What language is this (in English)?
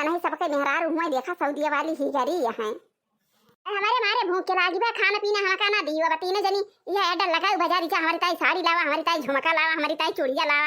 Awadhi